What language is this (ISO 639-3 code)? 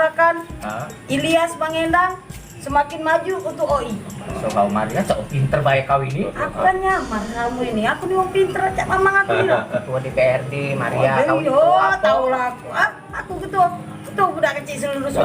mui